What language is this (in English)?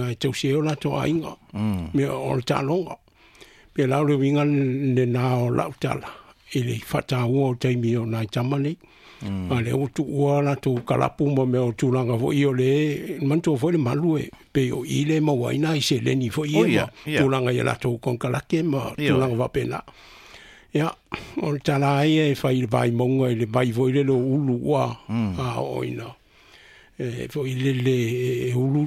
Samoan